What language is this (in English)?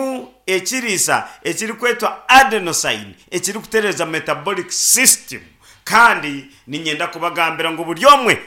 Nyankole